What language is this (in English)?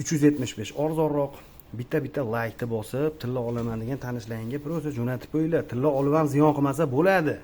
Uzbek